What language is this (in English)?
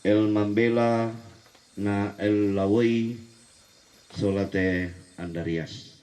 Toraja-Sa'dan